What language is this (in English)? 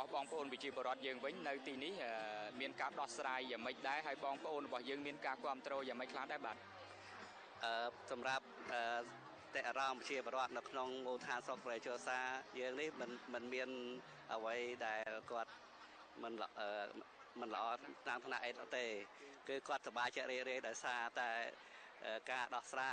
Khmer